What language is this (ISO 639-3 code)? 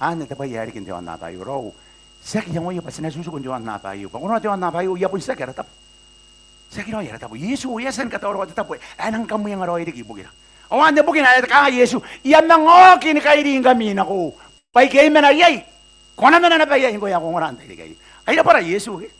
gil